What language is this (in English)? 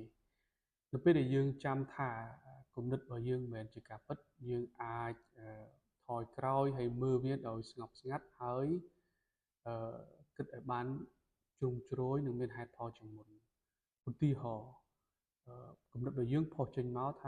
Khmer